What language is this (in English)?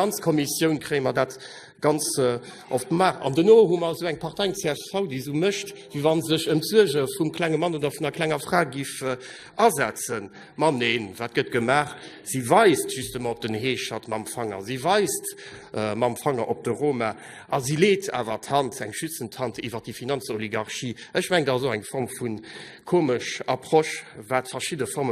Luxembourgish